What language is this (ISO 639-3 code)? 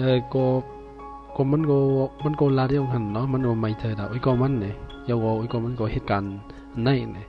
shn